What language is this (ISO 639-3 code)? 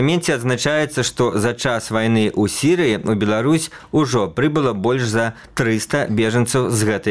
bel